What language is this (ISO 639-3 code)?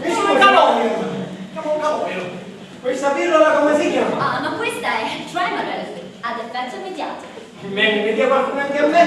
scn